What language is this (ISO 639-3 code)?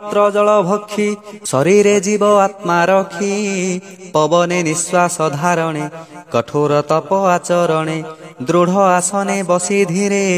ori